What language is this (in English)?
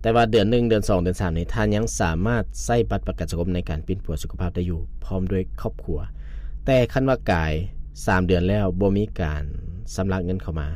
Lao